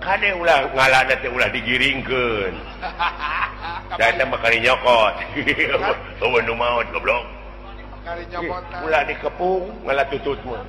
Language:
Sundanese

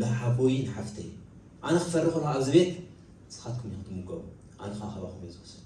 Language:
Tigrinya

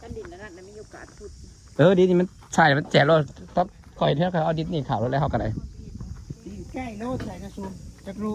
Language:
Lao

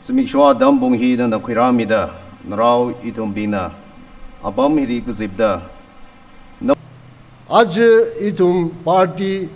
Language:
Tangkhul Naga (India)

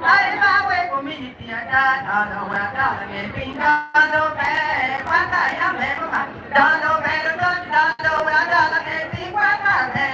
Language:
Acoli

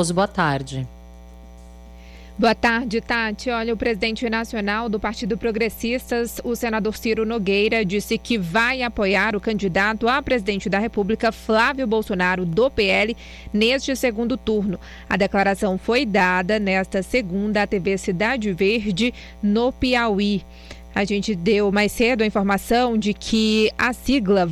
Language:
Portuguese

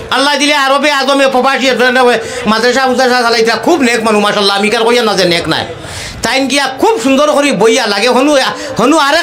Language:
Sylheti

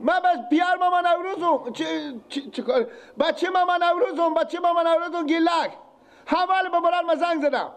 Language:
Persian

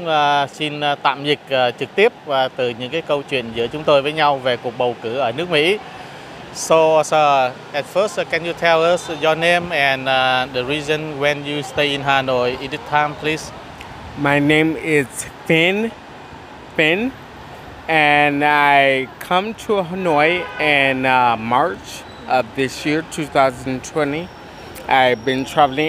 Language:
Vietnamese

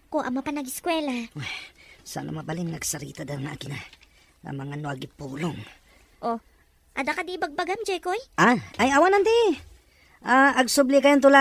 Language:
Iloko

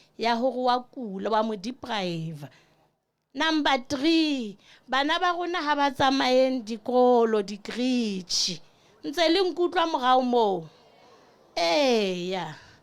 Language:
Southern Sotho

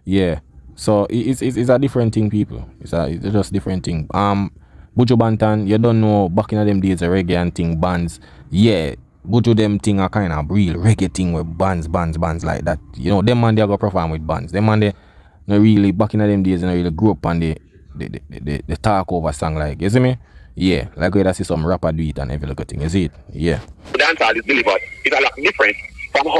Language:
Jamaican Creole English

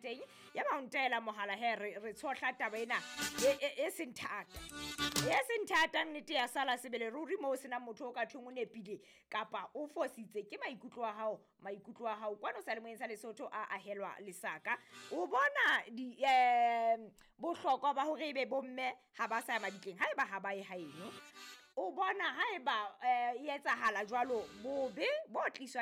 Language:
Southern Sotho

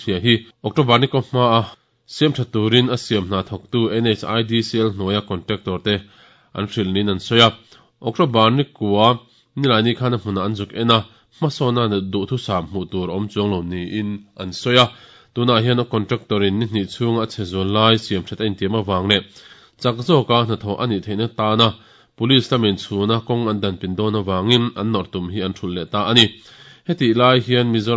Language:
Mizo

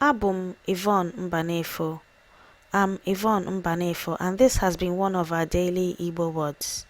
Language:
Igbo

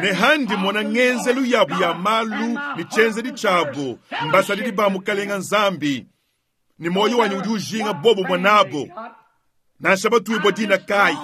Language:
Luba-Lulua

